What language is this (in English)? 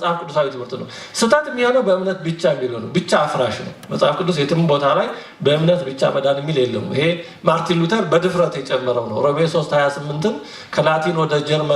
Amharic